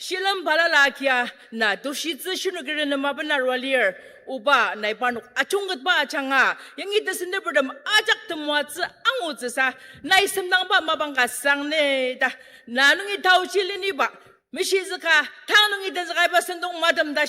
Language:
Ao Naga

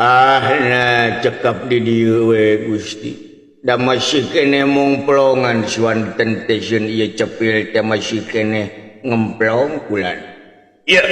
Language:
Sundanese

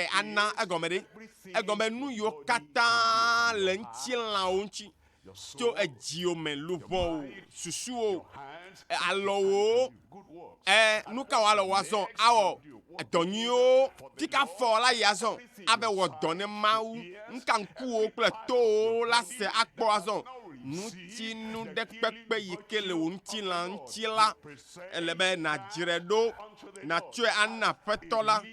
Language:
Ewe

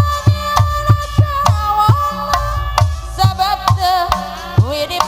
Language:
Sundanese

